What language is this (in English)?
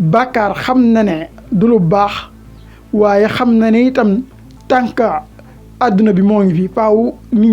Wolof